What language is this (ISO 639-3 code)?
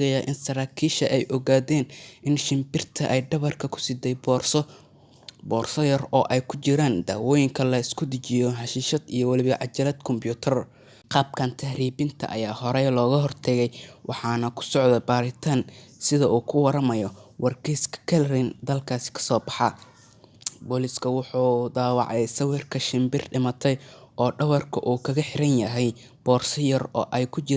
som